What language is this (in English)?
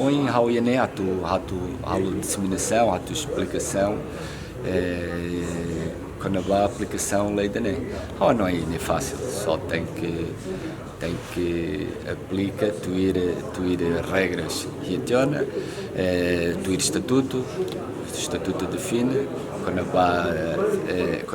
Tetum